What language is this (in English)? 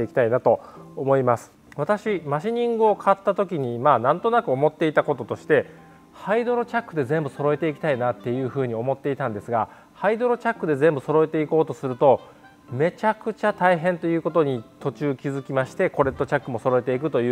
Japanese